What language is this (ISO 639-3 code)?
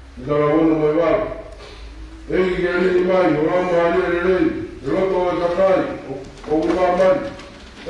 ton